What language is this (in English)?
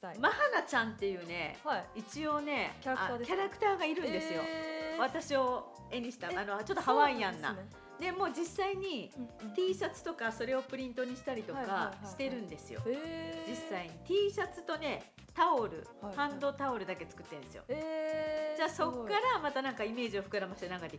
Japanese